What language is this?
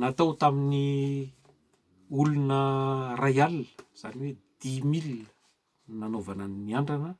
Malagasy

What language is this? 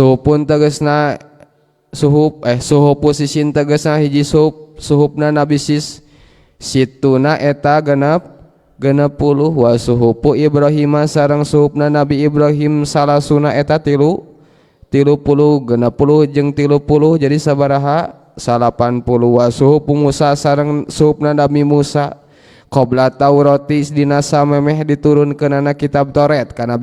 Sundanese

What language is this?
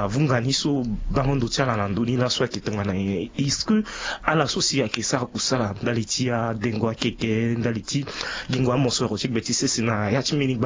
Sango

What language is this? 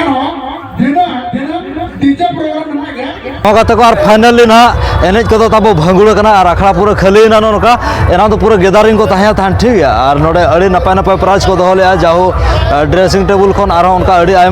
Santali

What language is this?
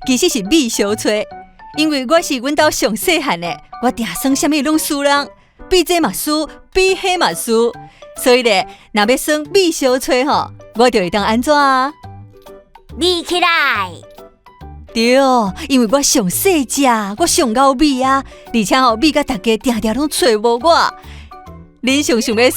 Min Nan Chinese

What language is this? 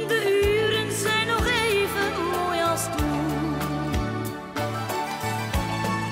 Dutch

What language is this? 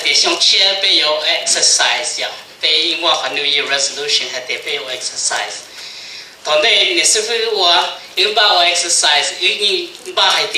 Hmong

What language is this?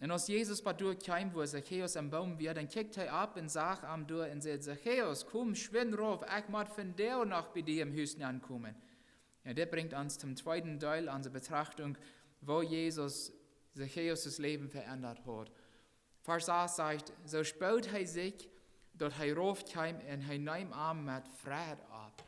Plautdietsch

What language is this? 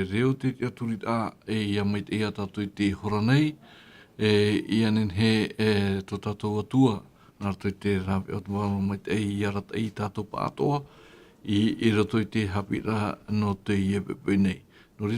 Tahitian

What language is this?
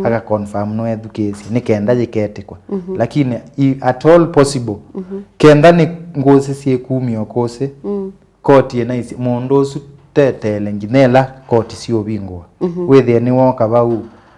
Kamba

